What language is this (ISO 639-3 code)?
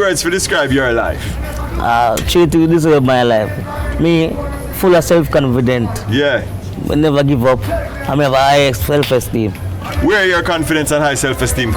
jam